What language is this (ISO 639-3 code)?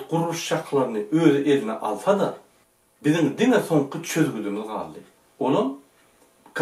tuk